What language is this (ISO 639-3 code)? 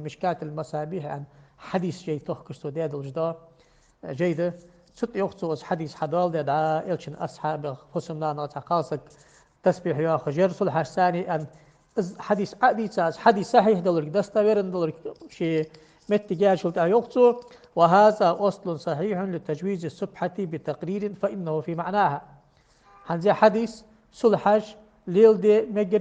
inh